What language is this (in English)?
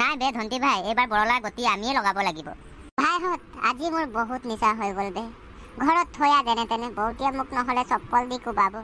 Assamese